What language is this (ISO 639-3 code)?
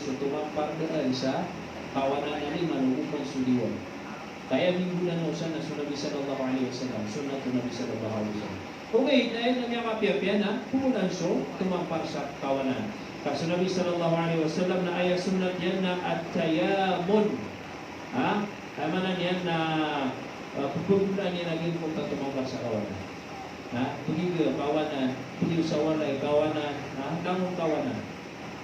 mrw